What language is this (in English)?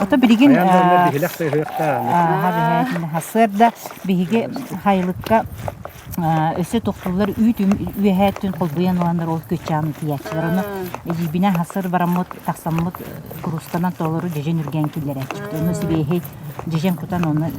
Yakut